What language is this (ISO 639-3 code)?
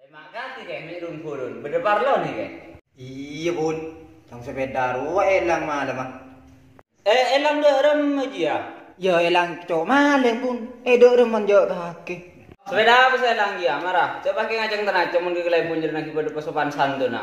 mad